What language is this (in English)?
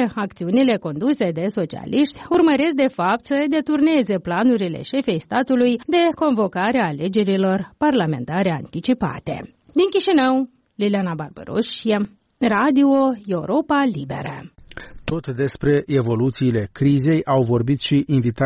Romanian